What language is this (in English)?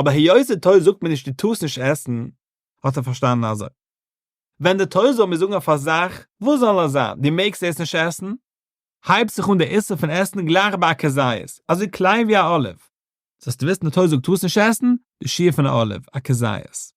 Yiddish